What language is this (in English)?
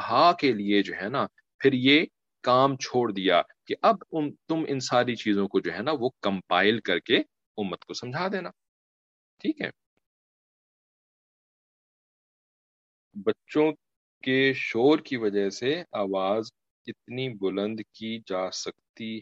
Urdu